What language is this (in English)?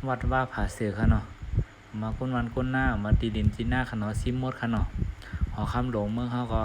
Shan